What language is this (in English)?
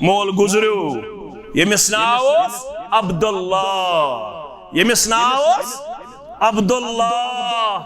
Kashmiri